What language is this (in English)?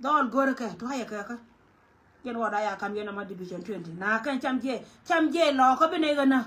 Nuer